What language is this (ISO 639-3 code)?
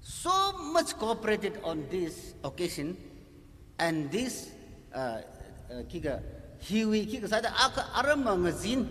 nmf